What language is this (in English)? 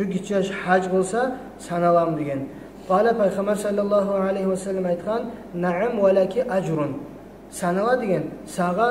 Kumyk